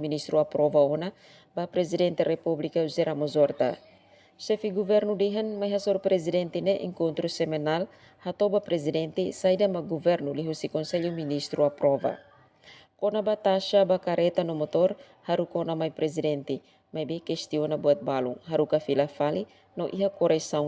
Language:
Tetum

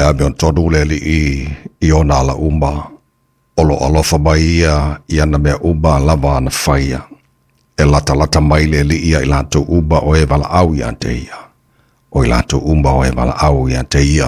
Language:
Samoan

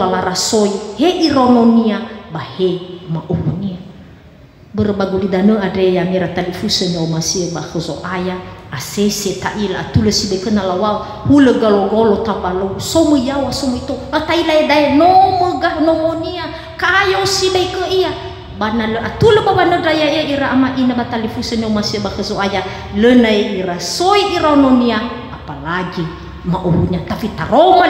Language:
Nias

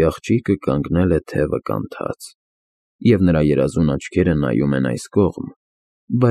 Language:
Armenian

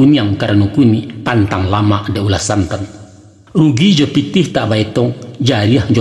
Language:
Minangkabau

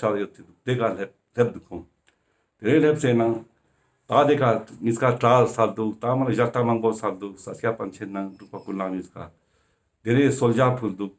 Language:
Ladakhi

